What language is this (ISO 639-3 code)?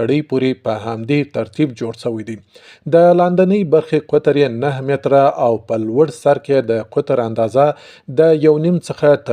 pus